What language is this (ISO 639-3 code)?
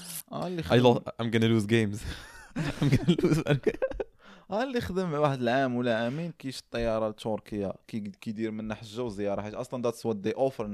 ary